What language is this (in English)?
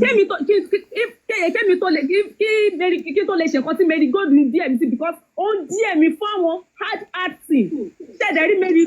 Yoruba